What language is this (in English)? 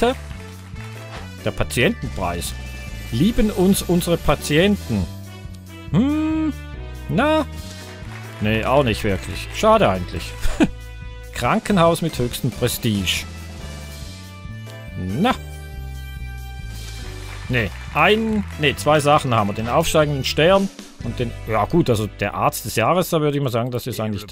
German